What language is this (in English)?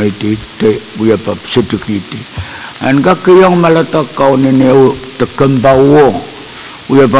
Pohnpeian